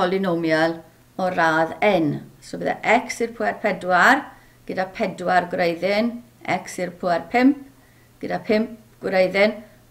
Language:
Welsh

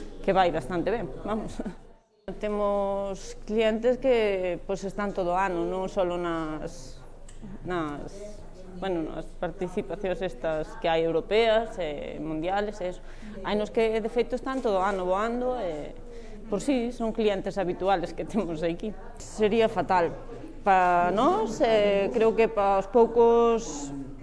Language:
Galician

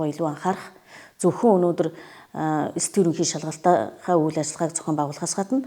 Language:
Mongolian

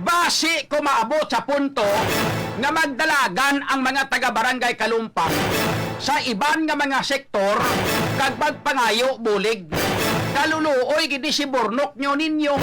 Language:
Hiligaynon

